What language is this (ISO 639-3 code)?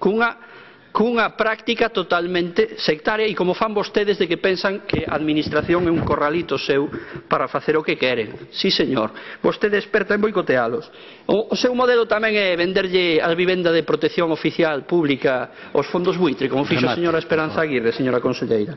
glg